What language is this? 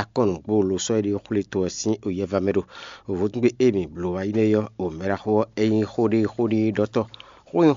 Fon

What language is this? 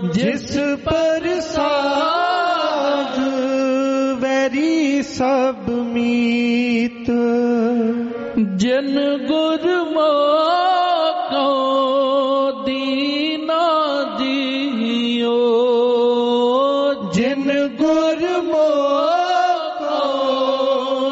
Punjabi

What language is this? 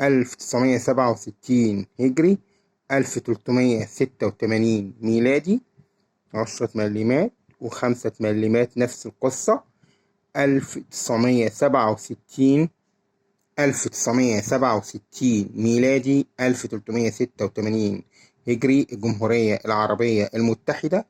Egyptian Arabic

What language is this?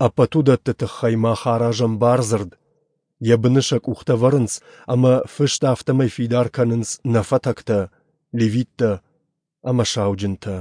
Ossetic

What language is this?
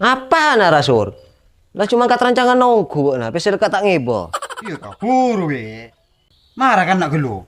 Madurese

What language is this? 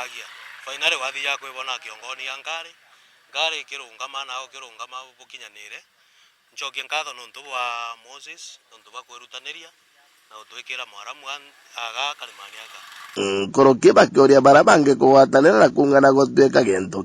Meru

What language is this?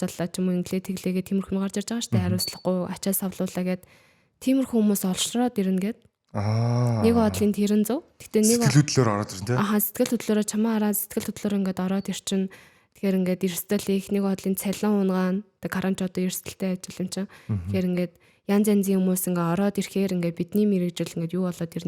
Mongolian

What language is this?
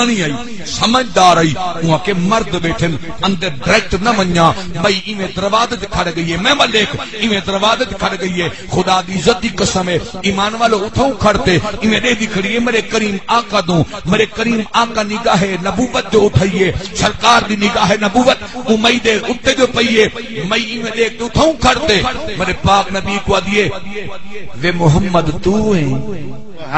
Saraiki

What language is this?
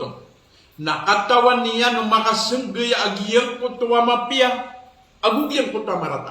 Maranao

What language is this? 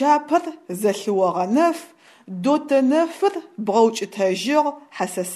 Adyghe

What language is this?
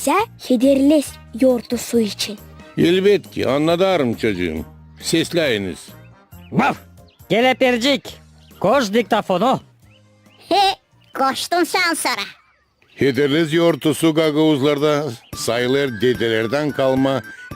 Gagauz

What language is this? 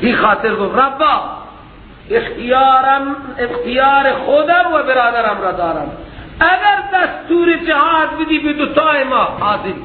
Persian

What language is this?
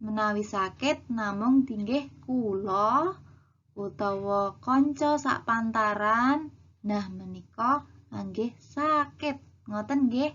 Javanese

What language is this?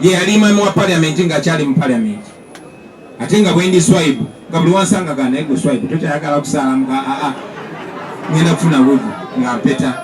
Ganda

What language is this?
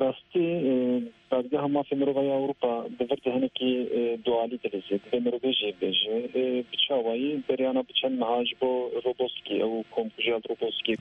Kurdish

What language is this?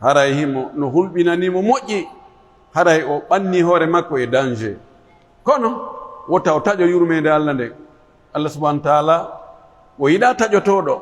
Pular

